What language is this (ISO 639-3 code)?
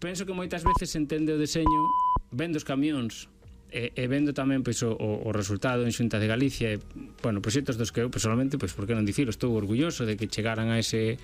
glg